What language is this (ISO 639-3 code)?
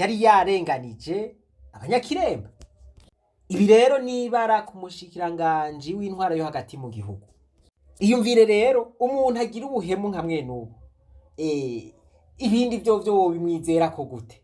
run